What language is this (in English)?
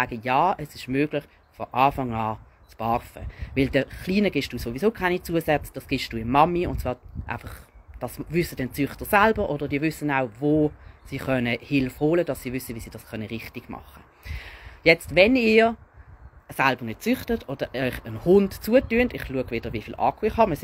Swiss German